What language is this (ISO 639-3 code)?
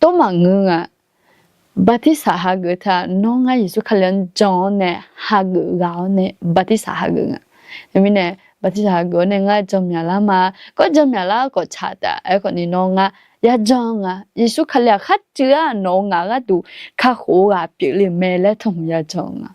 ahk